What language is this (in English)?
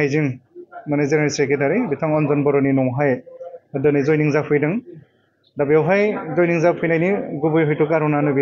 Bodo